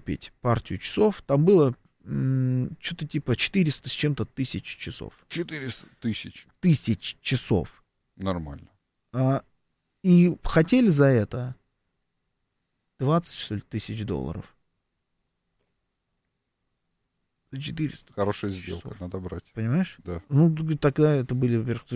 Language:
Russian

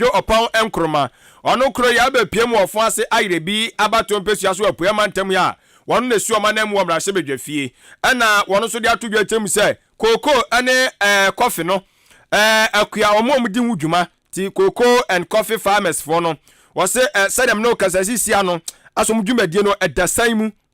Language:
Akan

